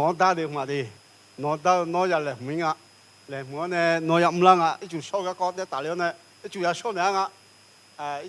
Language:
Akha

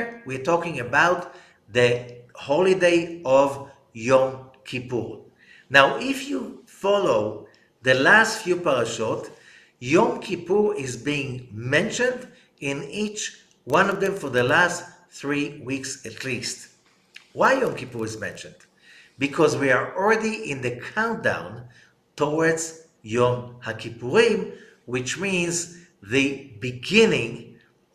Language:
English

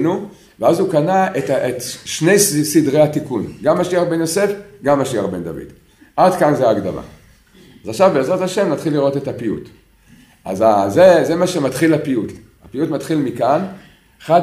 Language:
Hebrew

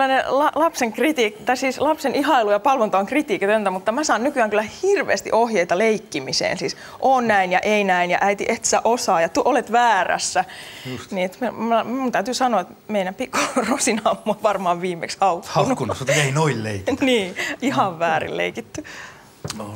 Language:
Finnish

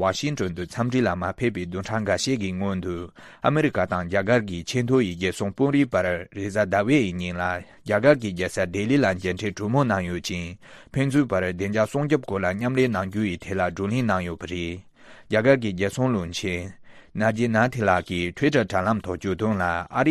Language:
Tibetan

